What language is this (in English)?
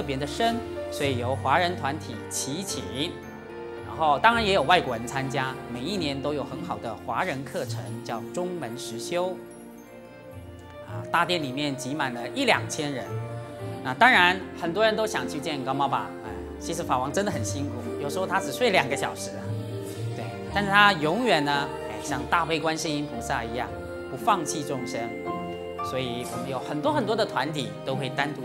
Chinese